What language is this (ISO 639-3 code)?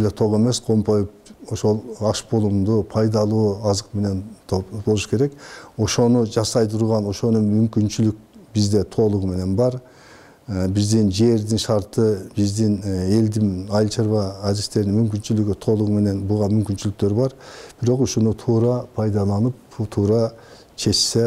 kir